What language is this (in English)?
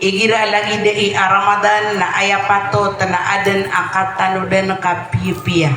Maranao